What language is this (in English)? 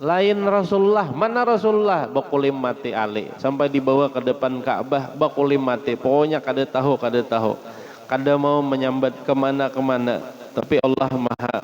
Banjar